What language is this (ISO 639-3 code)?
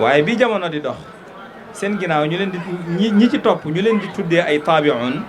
wol